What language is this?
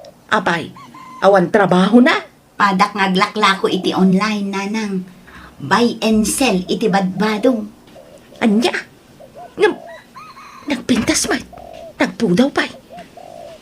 Iloko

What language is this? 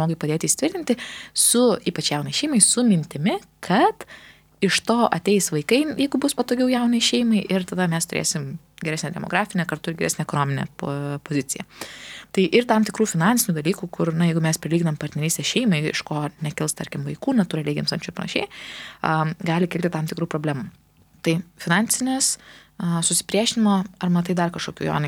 Lithuanian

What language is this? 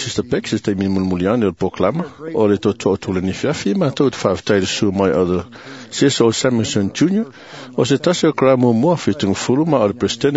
Samoan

